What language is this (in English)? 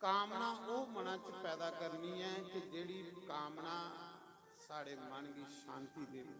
Dogri